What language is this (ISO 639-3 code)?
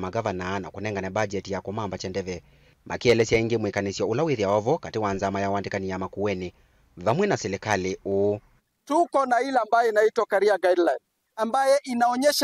kam